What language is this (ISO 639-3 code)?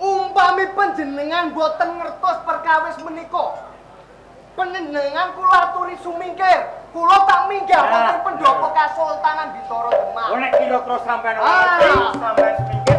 jav